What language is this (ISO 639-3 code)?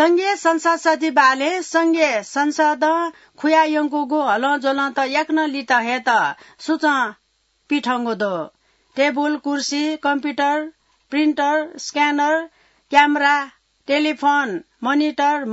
new